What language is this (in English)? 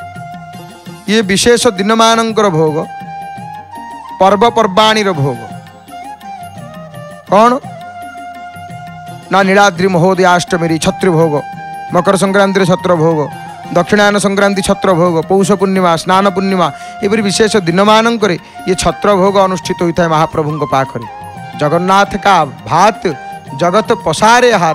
Odia